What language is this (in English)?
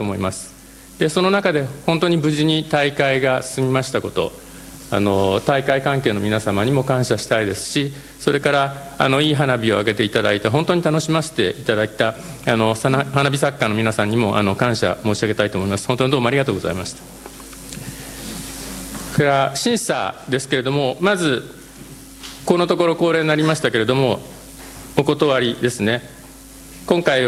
Japanese